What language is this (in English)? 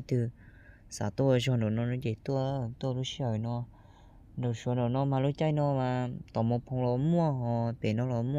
Hmong